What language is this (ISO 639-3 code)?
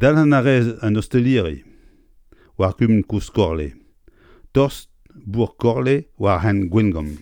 bre